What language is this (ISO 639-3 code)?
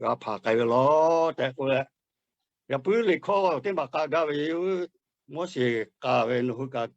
lhu